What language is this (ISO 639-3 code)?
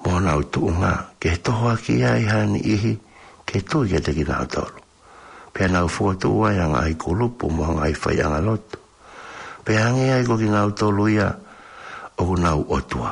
ton